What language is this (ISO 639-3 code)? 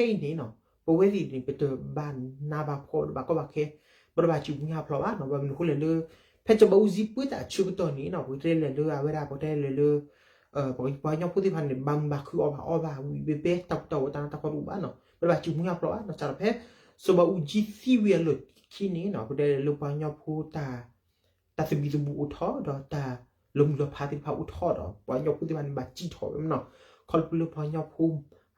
ksw